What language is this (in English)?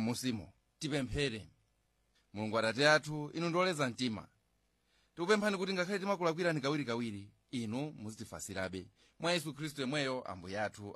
Nyanja